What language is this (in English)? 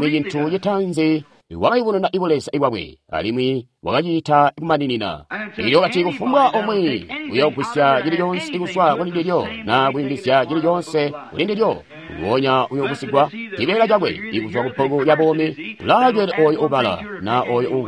Tonga (Zambia)